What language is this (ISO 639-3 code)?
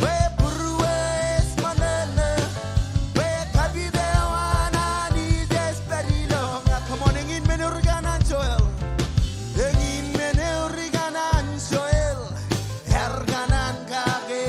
mah